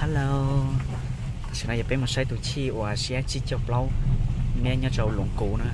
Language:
Hmong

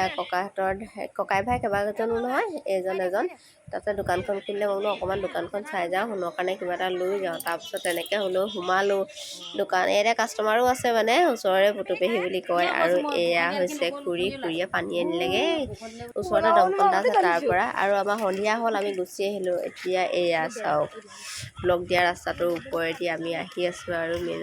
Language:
Assamese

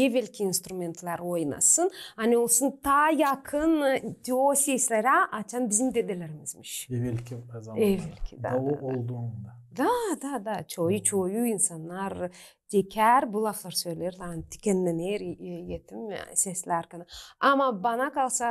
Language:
Gagauz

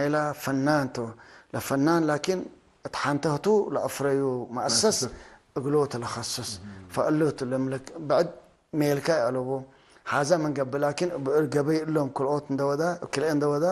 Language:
Tigre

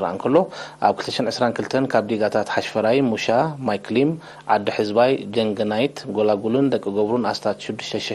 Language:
Tigrinya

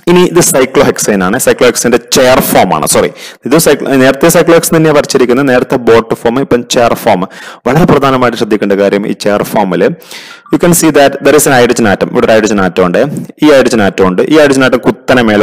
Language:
Malayalam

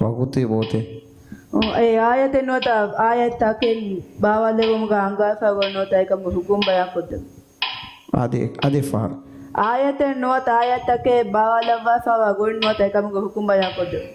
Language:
Divehi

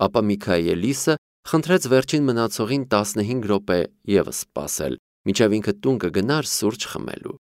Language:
Armenian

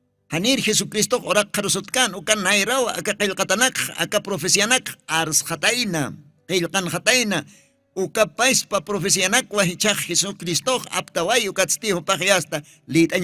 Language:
Aymara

